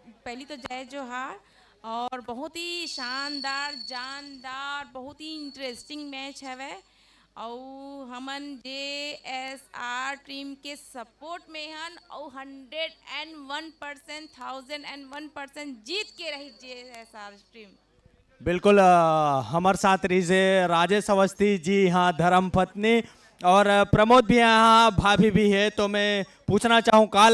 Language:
Chhattisgarhi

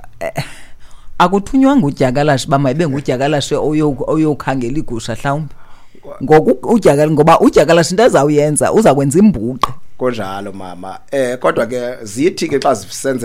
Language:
Xhosa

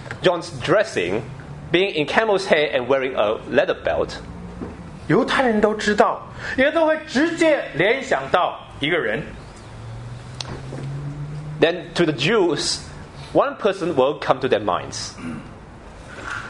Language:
Chinese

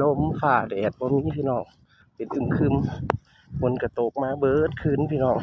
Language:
Northeastern Thai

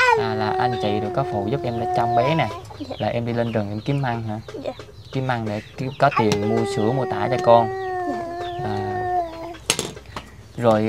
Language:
Vietnamese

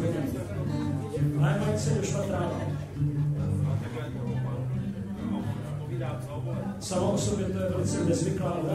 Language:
Czech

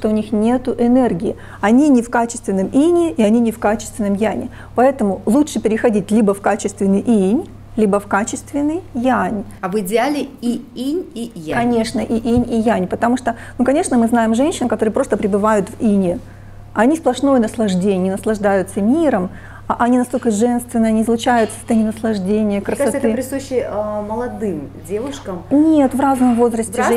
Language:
Russian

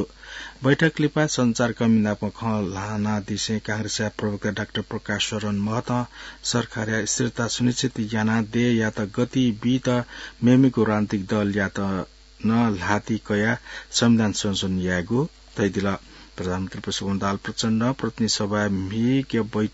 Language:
Newari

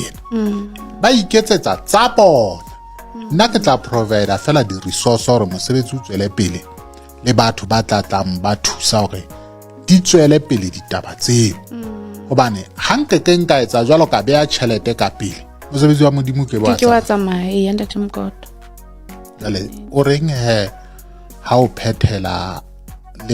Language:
Southern Sotho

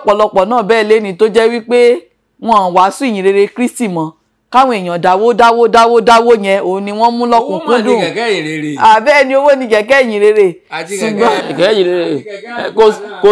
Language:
Yoruba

